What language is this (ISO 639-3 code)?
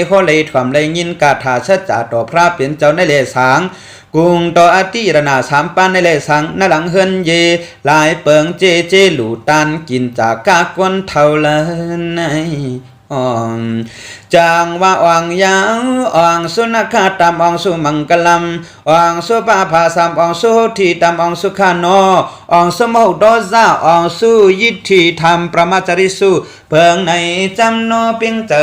shn